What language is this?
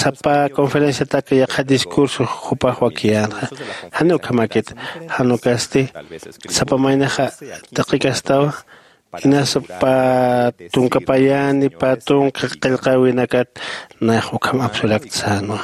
Aymara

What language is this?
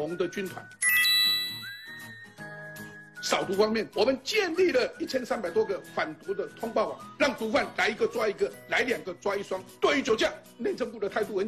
Chinese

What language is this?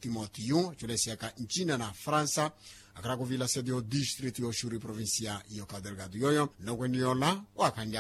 Makhuwa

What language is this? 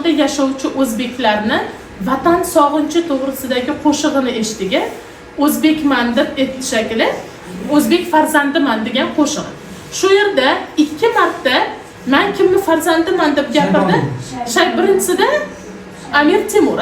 Uzbek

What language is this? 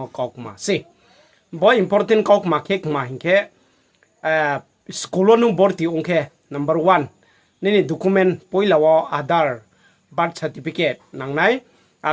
Riang (India)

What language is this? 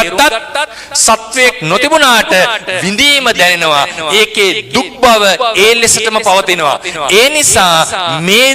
Sinhala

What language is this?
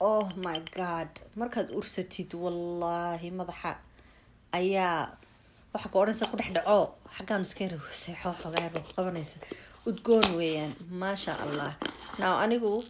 Somali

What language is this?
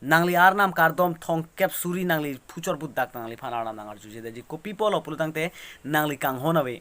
Karbi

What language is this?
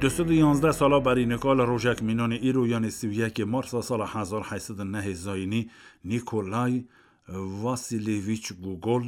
Kurdish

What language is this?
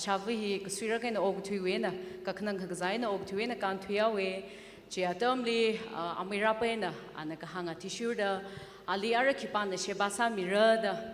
Tangkhul Naga (India)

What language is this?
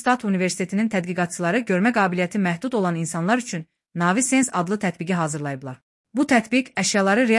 Azerbaijani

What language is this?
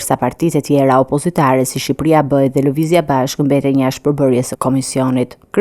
Albanian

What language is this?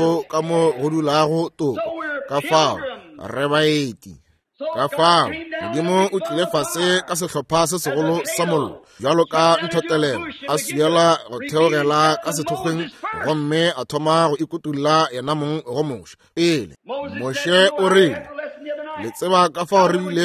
Northern Sotho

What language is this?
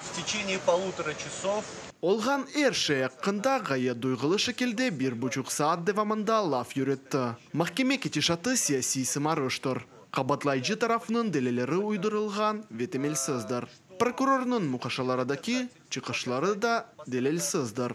Crimean Tatar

